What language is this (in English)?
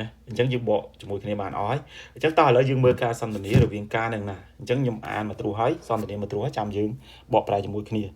Khmer